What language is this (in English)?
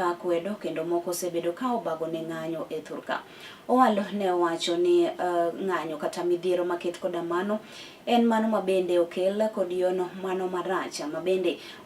Luo (Kenya and Tanzania)